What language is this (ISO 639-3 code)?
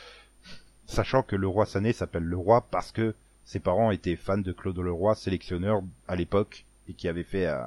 fra